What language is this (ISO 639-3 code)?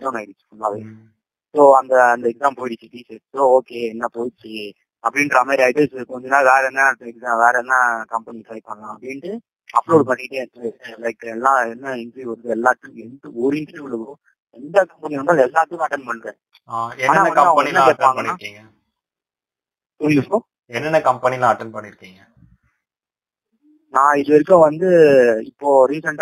tam